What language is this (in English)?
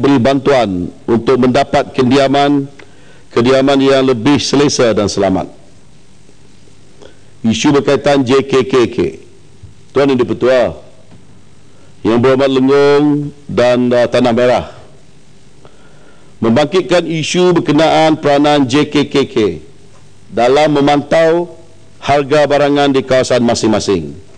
Malay